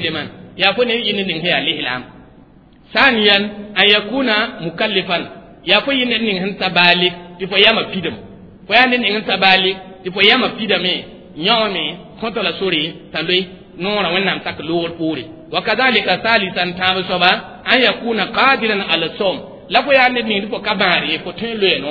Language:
Mossi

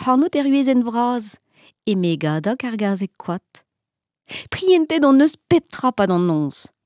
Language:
Breton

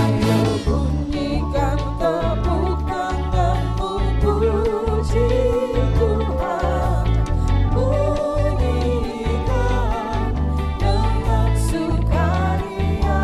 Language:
Ambonese Malay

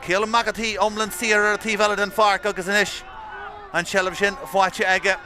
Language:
Irish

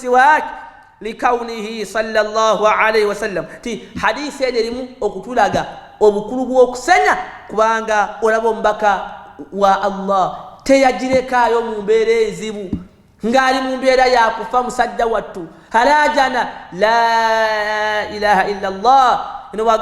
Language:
Ganda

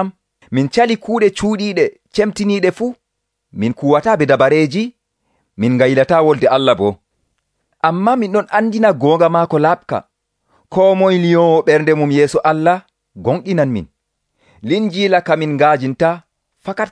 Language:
Nigerian Fulfulde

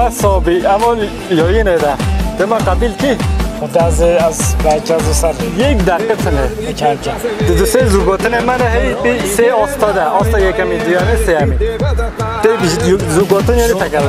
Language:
Kurdish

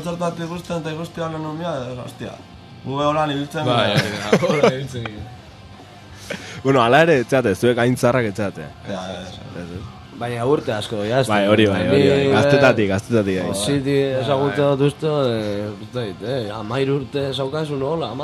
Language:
Basque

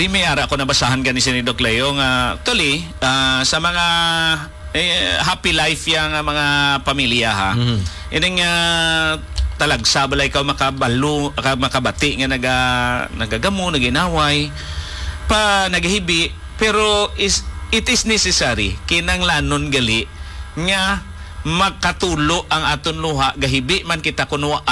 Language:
Hiligaynon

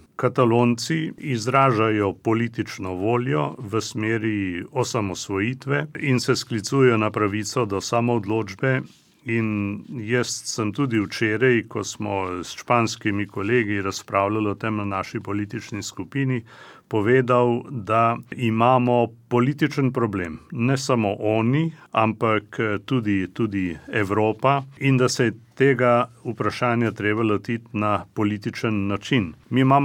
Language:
Slovenian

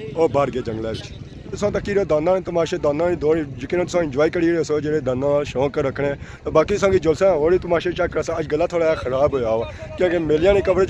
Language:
Pahari-Potwari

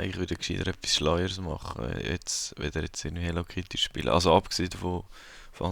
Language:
Swiss German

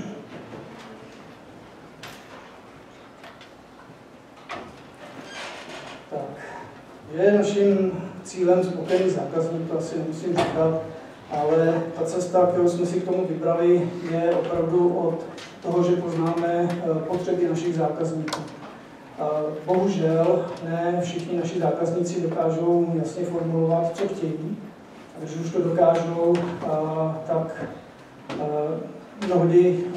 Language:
Czech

